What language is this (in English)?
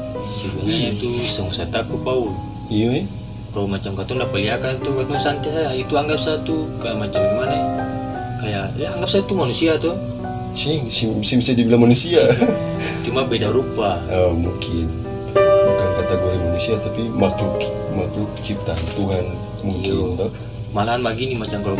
Ambonese Malay